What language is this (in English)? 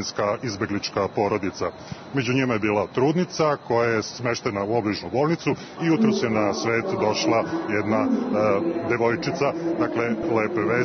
Serbian